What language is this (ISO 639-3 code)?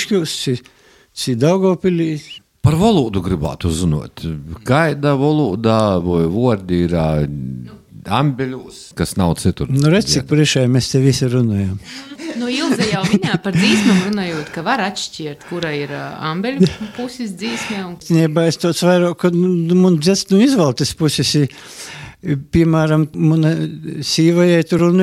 lav